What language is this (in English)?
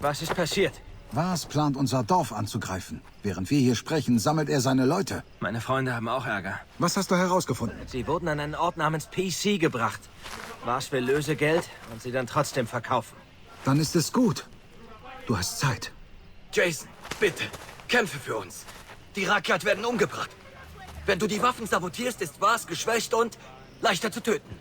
Bavarian